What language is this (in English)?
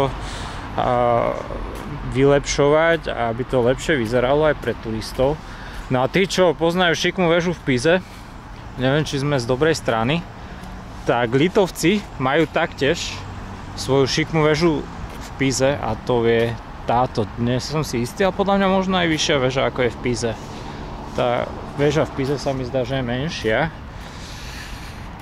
Slovak